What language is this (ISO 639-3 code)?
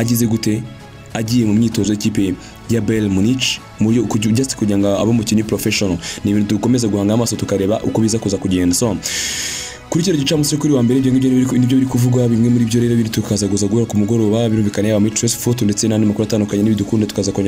kin